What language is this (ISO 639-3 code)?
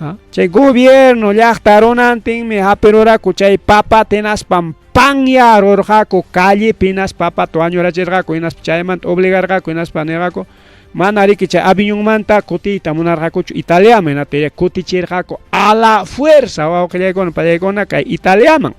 quy